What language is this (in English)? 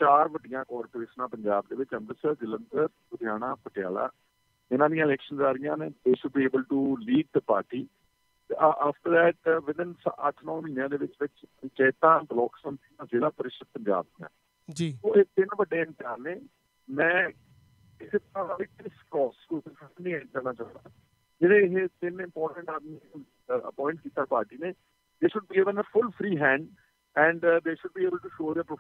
Punjabi